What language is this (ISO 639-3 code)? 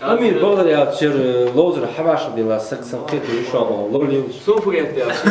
inh